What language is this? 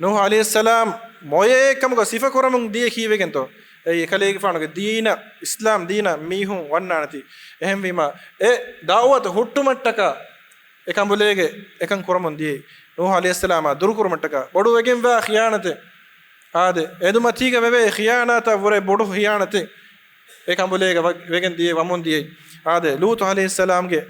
Divehi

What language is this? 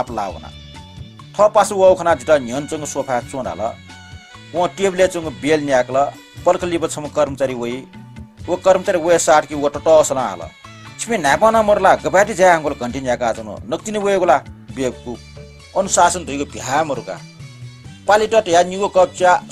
Newari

